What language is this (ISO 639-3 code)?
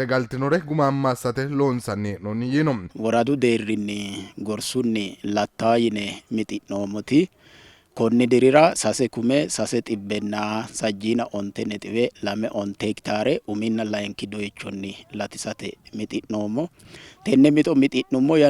sid